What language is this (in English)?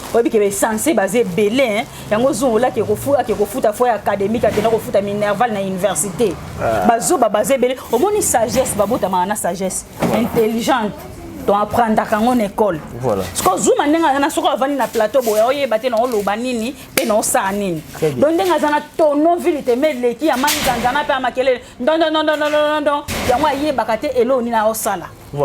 Lingala